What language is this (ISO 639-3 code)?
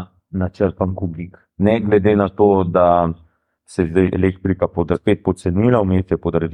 slv